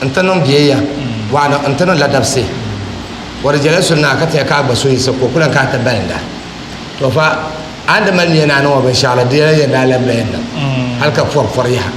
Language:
Dagbani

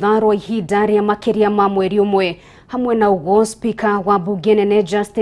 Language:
Kikuyu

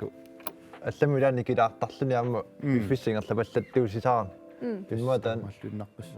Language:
Kalaallisut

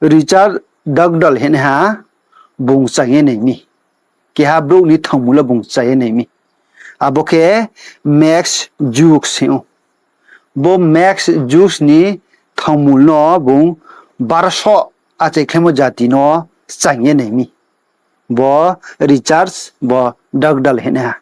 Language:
Riang (India)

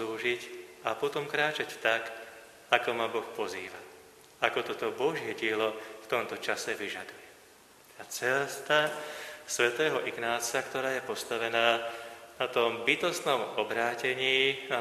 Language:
Slovak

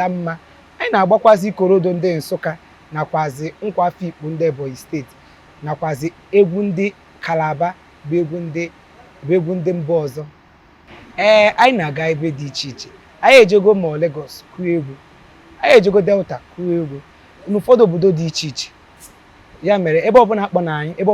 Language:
Igbo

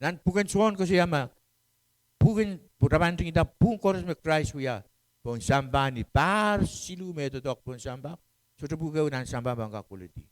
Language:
Pohnpeian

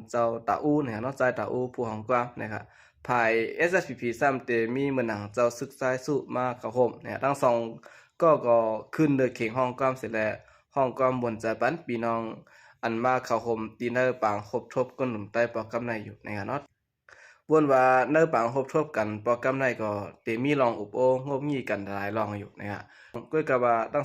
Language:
Shan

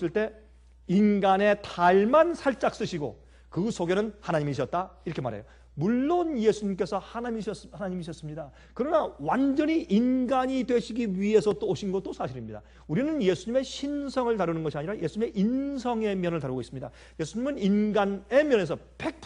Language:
Korean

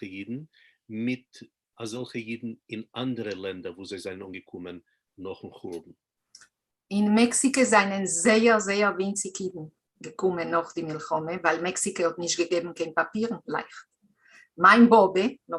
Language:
Yiddish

